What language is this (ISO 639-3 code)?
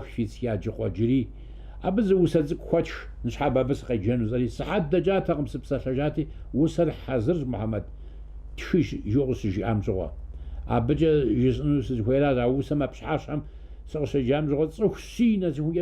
kbd